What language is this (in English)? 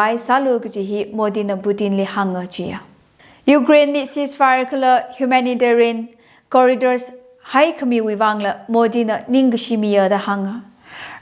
Tangkhul Naga (India)